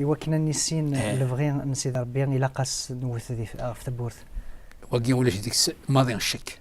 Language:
Kabyle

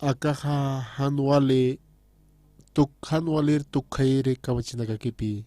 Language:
Aymara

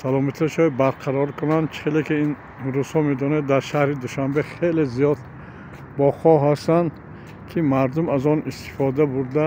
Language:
Tajik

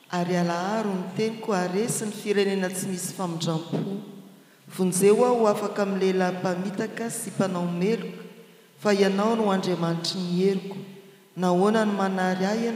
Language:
Malagasy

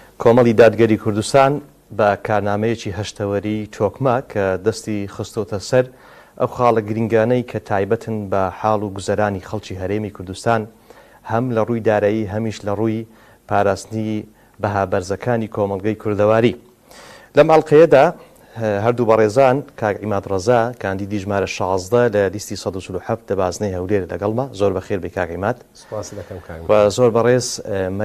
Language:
Central Kurdish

